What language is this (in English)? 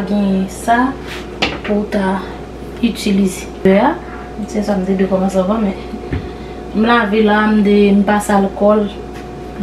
Haitian Creole